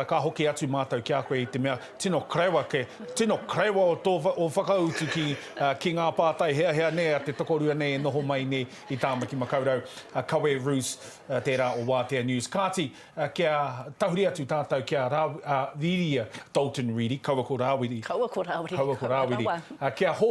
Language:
Māori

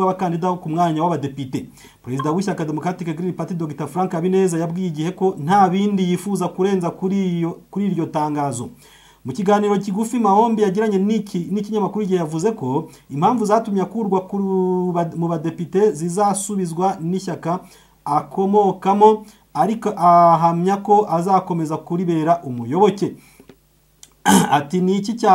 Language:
Kinyarwanda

